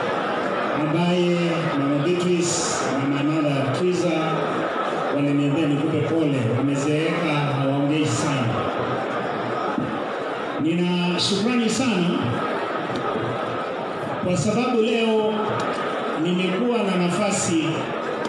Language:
Swahili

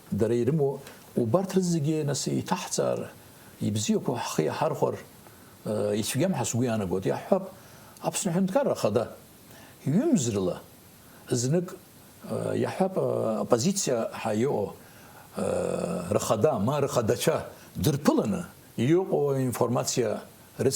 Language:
Abkhazian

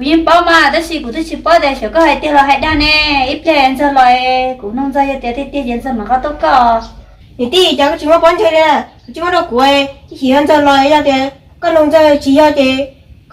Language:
Hmong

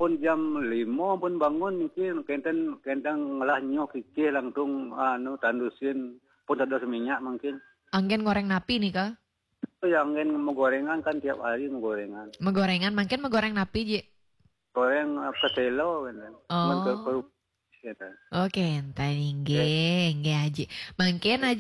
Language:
Balinese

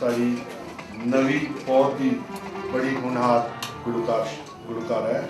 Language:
Dogri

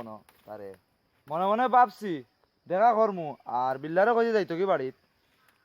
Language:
Sylheti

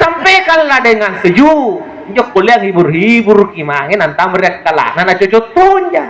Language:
Makasar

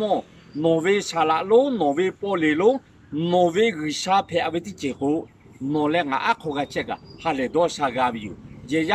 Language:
Lahu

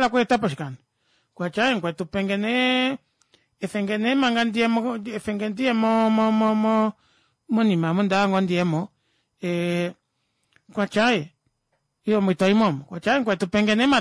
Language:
Kuanyama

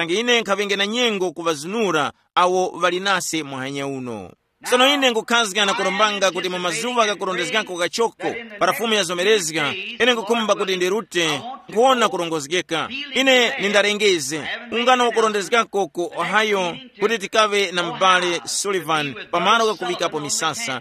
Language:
Tumbuka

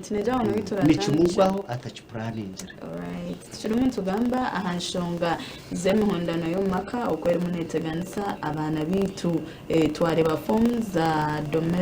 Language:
Nyankole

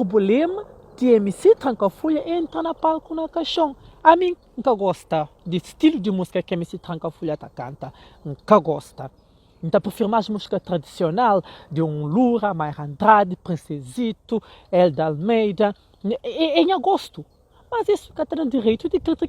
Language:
Kabuverdianu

